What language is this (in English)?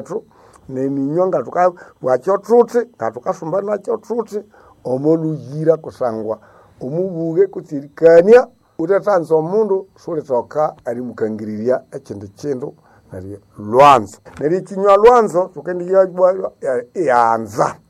Nande